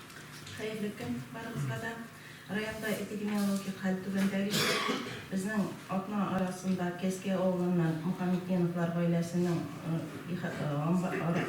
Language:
Tatar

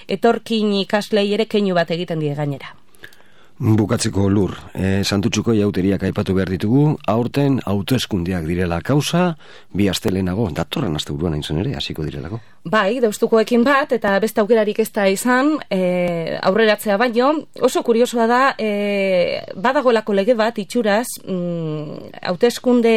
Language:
Basque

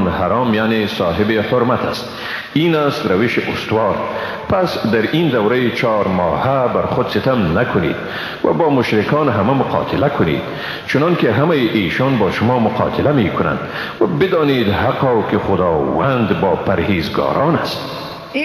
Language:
Persian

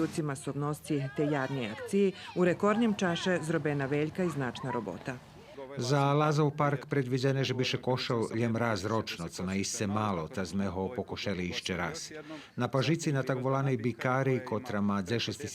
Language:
Rusyn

